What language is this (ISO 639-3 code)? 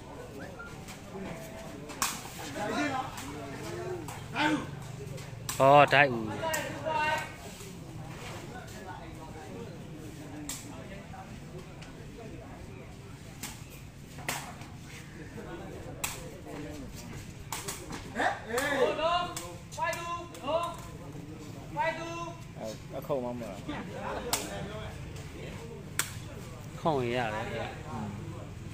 mya